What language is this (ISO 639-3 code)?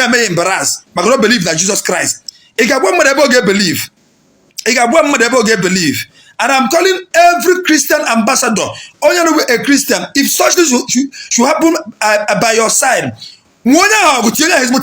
ibo